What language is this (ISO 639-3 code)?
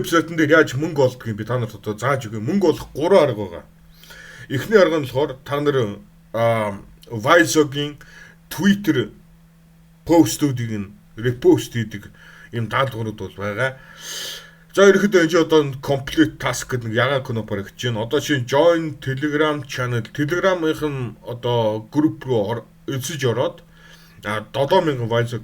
mon